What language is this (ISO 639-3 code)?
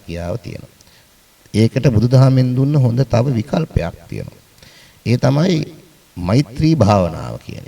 sin